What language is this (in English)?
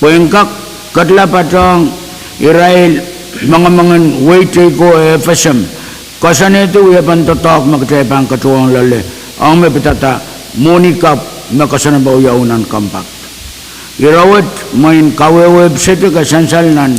Pohnpeian